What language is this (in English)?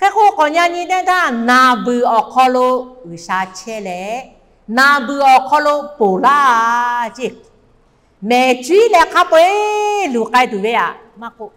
Lahu